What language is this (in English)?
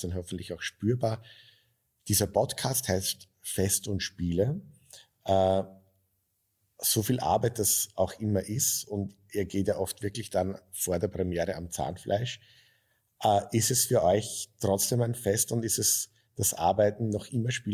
German